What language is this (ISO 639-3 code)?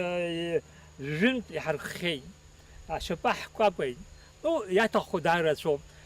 abk